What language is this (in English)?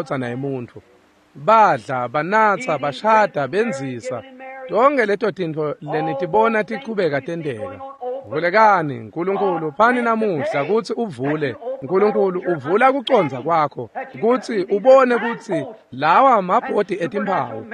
Swati